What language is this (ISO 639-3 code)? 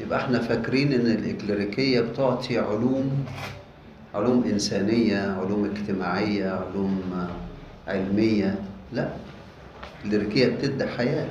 arz